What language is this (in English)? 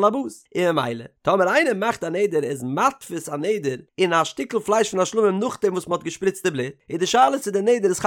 Yiddish